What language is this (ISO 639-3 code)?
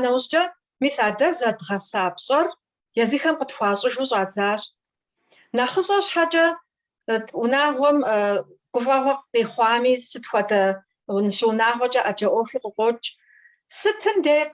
kbd